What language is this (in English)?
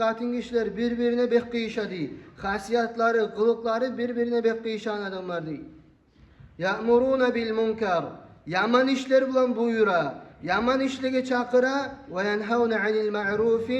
Kumyk